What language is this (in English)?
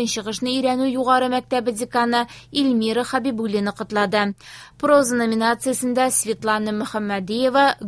Tatar